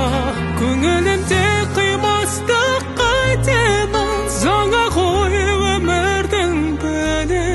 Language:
Kazakh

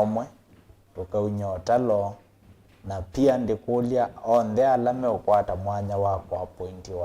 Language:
Kamba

